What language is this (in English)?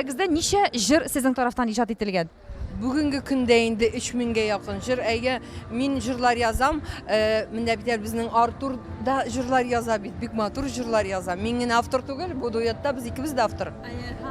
Tatar